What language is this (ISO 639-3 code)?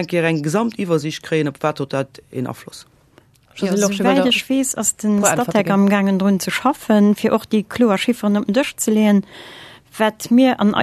ltz